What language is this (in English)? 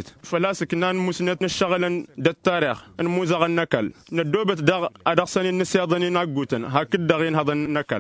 Tamasheq